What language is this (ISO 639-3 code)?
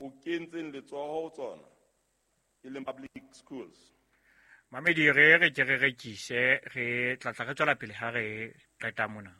sot